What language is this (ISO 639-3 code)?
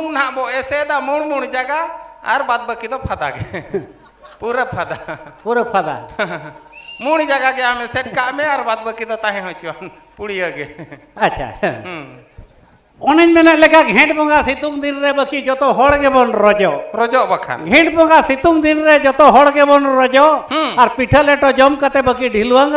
sat